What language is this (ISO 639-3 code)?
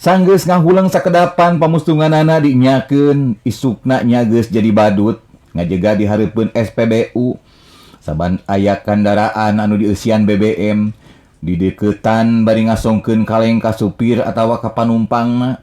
sun